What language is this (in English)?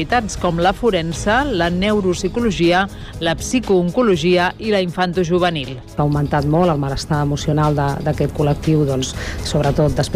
Catalan